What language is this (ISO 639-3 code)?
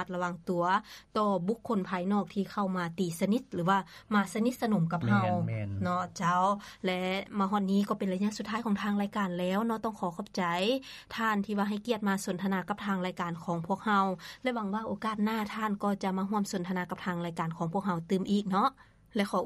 lao